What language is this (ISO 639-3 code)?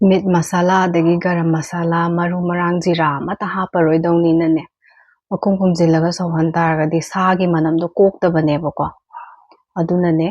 mni